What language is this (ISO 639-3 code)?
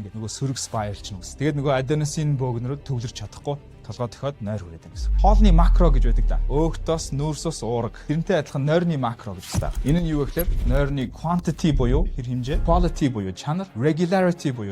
mon